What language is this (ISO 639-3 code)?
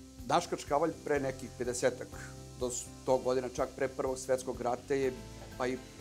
srp